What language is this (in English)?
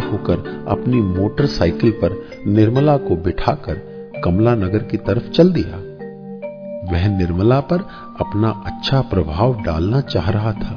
Hindi